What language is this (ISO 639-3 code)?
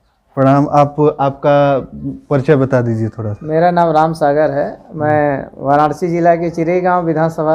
bho